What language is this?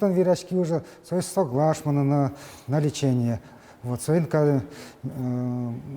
Udmurt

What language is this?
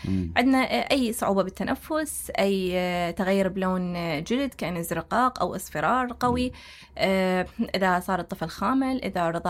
Mesopotamian Arabic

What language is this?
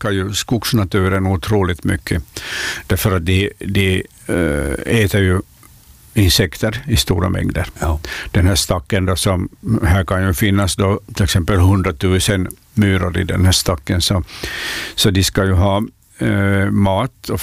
Swedish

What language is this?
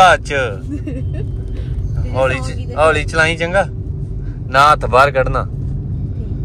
Punjabi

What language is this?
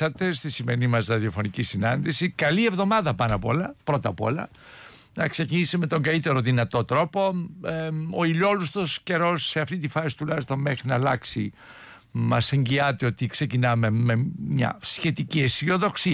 Greek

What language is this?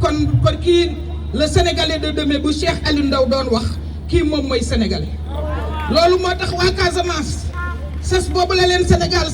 Wolof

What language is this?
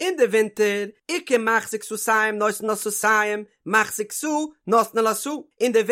Yiddish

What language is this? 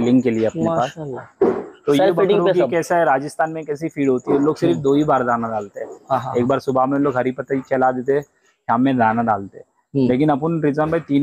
Hindi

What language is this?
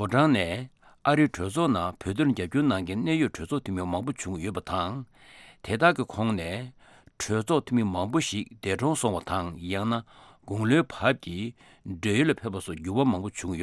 Tibetan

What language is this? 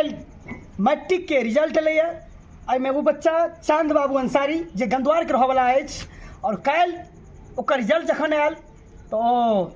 Maithili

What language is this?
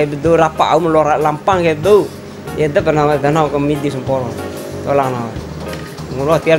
Bima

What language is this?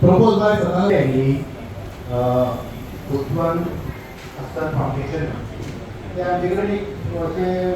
Konkani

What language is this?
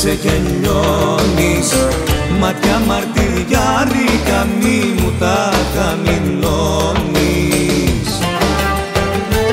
Greek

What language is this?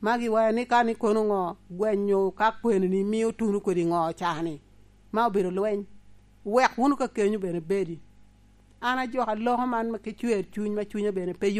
Lango (Uganda)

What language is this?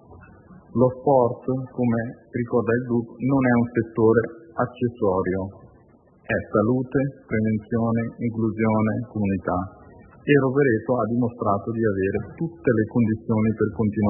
Italian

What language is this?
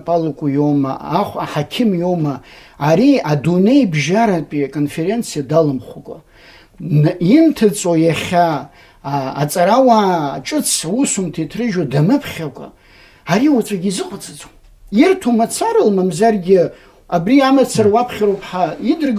Abkhazian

